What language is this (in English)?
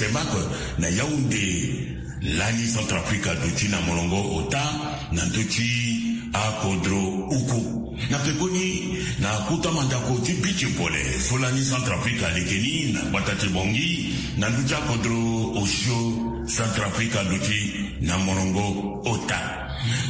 Sango